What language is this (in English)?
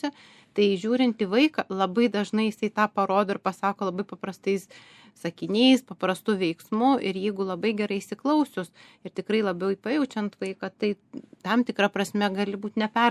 Lithuanian